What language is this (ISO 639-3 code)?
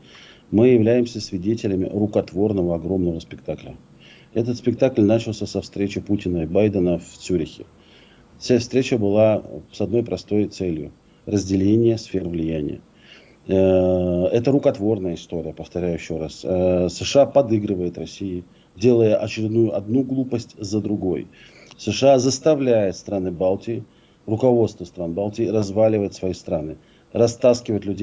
rus